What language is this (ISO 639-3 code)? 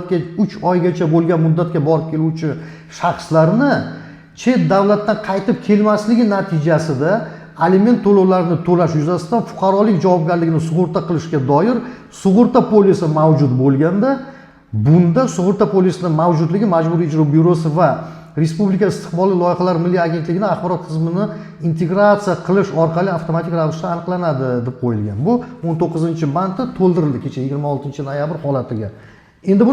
uzb